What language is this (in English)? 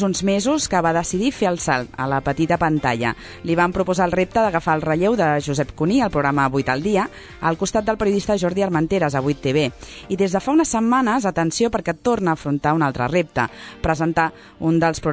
Catalan